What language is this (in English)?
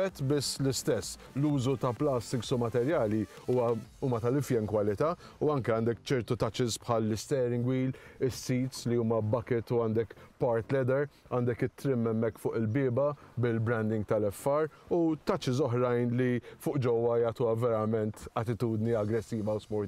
Maltese